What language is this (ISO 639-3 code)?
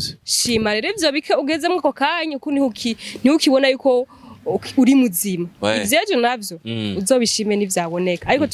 run